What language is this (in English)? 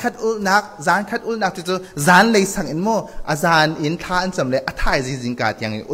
Hakha Chin